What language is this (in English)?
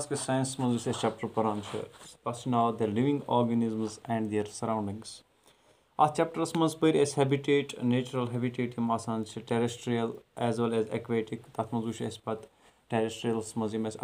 Kashmiri